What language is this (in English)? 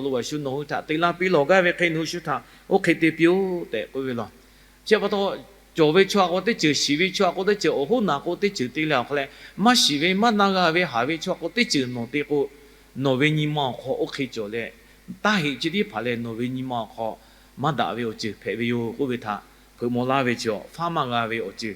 Lahu